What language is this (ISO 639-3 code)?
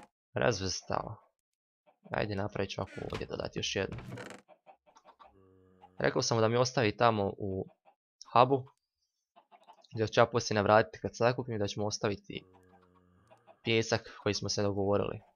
hrv